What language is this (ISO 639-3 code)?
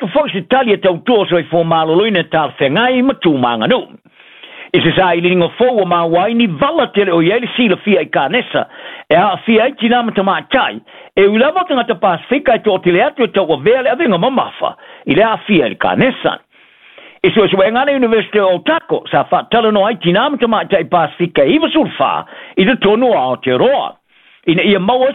smo